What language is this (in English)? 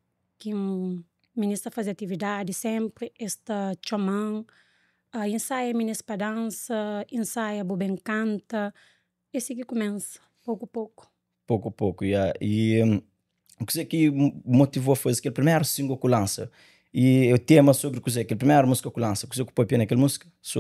Kabuverdianu